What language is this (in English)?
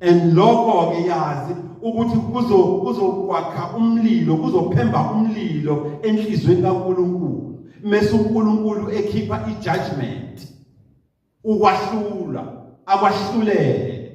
Zulu